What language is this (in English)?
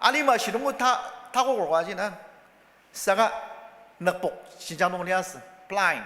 Ao Naga